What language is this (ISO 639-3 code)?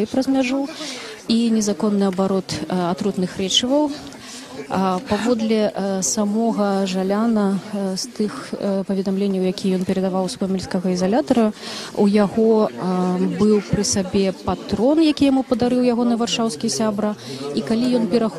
bel